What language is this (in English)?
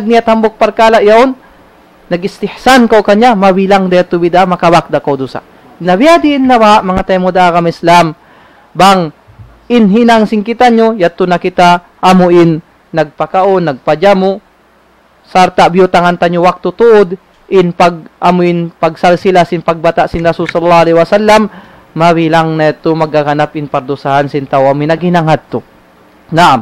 Tausug